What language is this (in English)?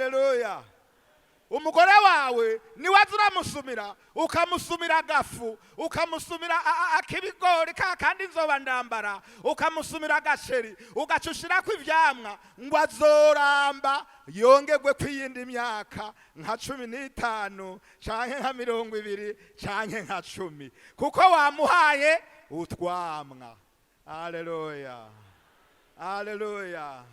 Rundi